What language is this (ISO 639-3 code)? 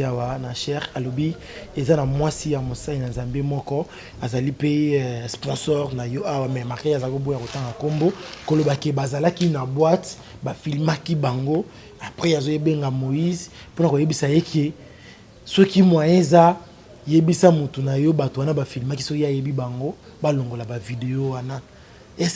lin